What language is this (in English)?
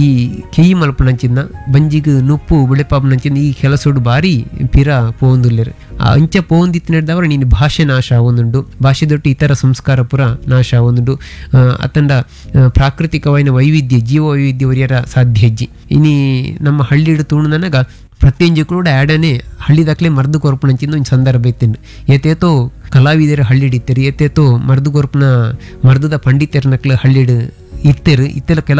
Tulu